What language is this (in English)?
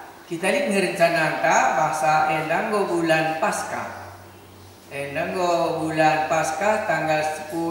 Batak Karo